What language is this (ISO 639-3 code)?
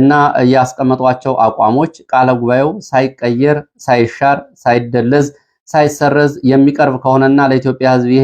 amh